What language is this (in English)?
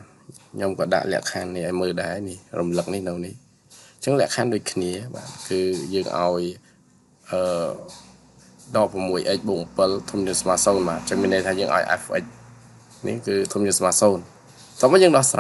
Khmer